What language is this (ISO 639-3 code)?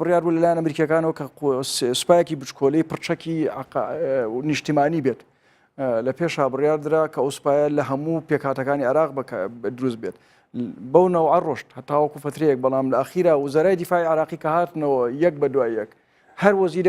ckb